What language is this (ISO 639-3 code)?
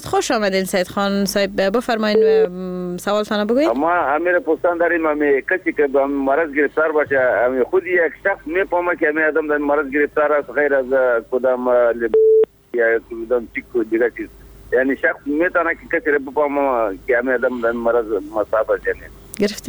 fas